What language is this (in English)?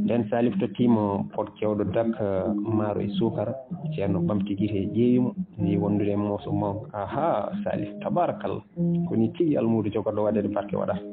Fula